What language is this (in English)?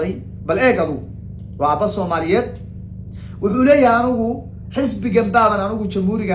Somali